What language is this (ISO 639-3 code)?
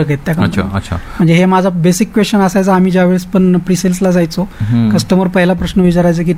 mar